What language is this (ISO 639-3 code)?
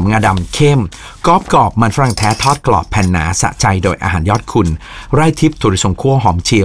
tha